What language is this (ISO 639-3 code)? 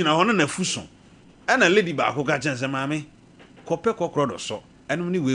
aka